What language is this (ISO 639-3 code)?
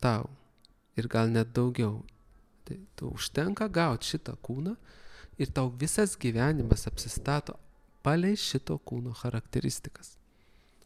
lit